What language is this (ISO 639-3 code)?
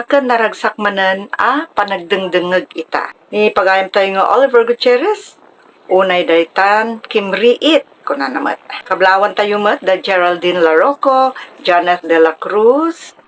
ilo